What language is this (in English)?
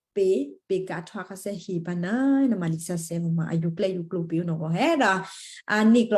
Western Kayah